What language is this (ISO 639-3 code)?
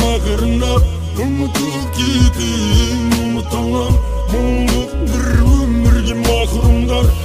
kaz